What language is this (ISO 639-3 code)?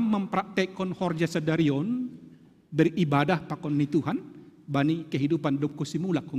bts